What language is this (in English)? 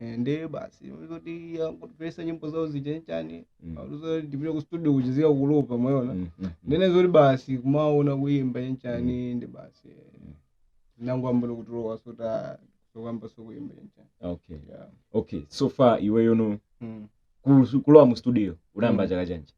Nyanja